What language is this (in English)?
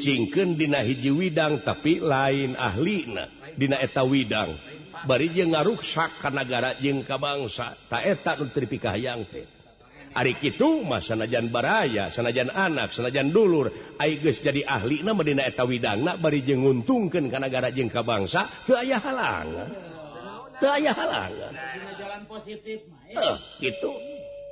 Sundanese